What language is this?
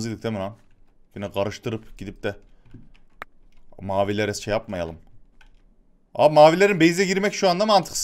Turkish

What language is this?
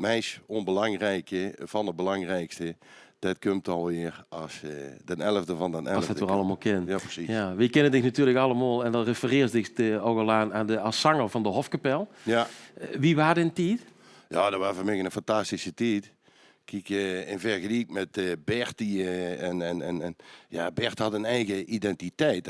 Limburgish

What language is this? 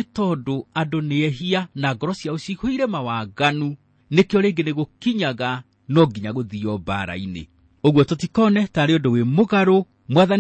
Kikuyu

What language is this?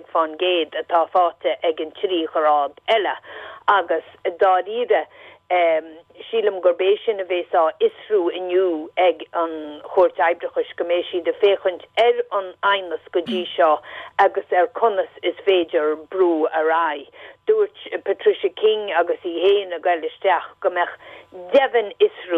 Irish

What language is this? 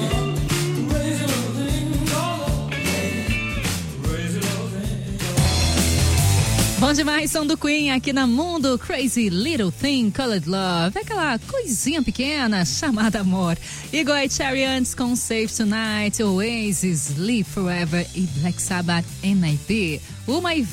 Portuguese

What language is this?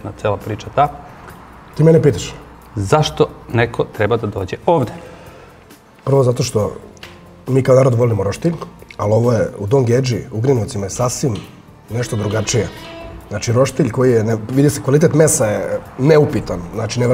Serbian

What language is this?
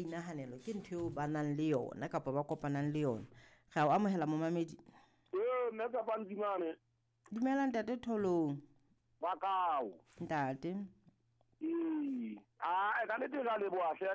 Southern Sotho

